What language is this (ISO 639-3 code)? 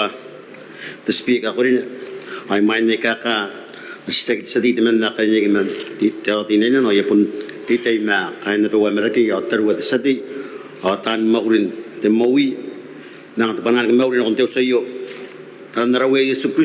gil